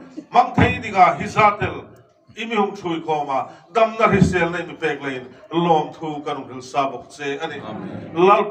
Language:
Hmar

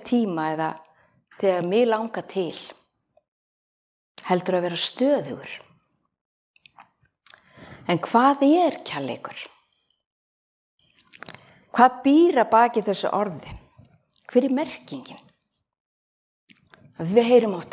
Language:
Icelandic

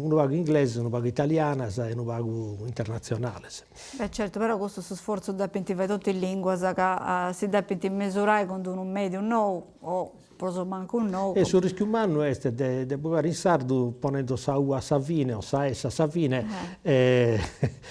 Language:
Sardinian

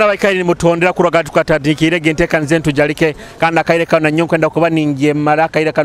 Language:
Nyoro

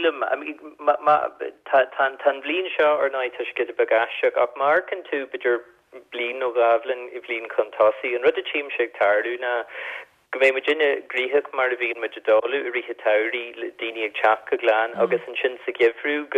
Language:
Irish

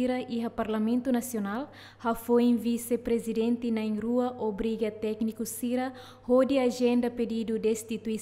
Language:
Tetum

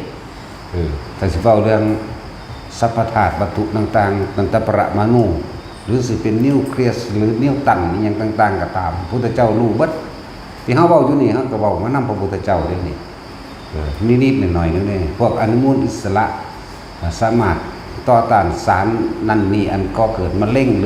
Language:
Northeastern Thai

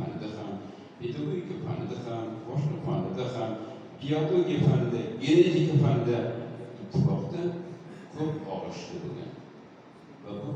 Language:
Uzbek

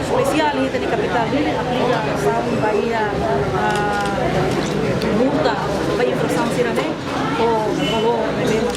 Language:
Tetum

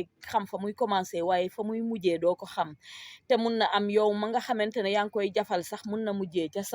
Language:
Wolof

